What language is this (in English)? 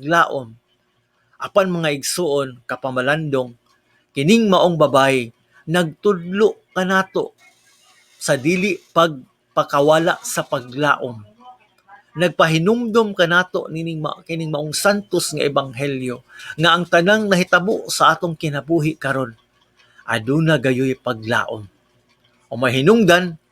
Cebuano